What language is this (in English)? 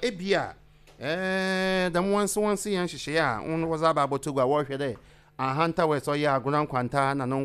Akan